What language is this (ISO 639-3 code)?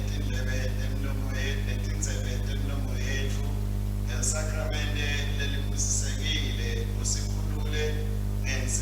ssw